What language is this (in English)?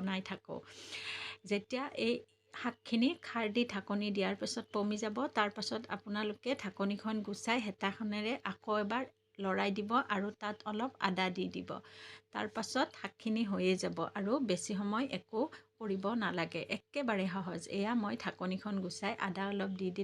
Assamese